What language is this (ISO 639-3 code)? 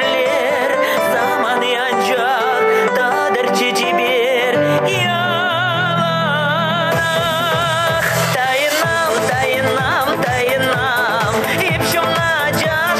chv